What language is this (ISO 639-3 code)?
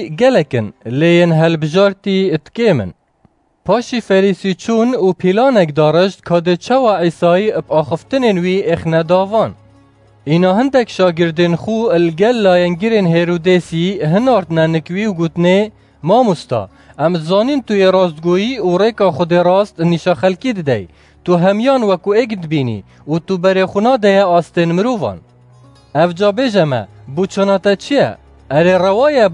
kur